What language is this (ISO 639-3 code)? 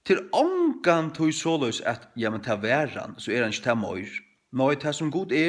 fao